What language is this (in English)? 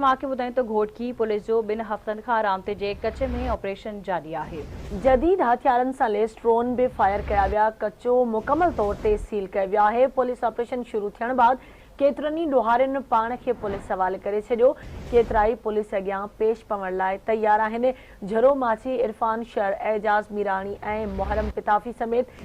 Sindhi